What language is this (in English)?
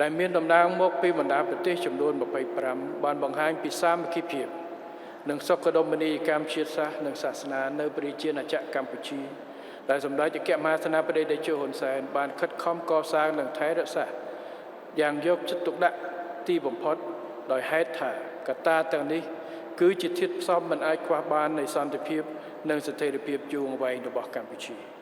Khmer